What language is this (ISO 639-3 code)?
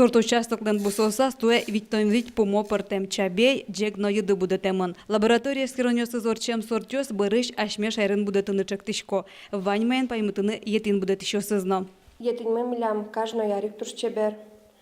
udm